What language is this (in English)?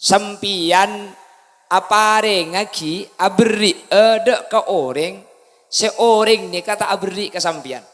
Madurese